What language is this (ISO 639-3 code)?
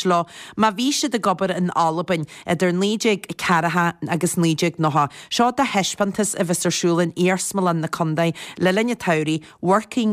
gle